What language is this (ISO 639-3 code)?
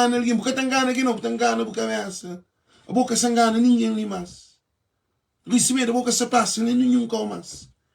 kea